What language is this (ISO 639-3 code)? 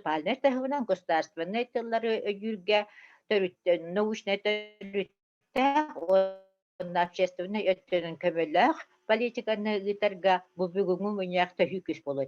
sah